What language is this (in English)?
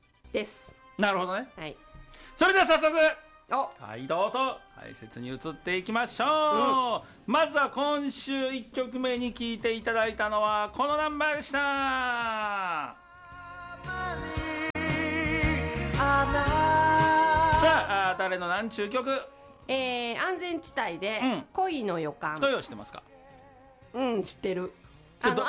Japanese